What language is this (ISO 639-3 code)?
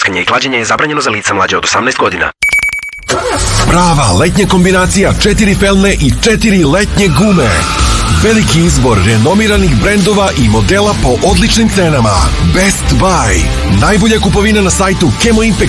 srp